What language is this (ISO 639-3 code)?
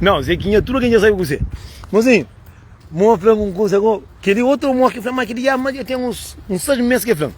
kea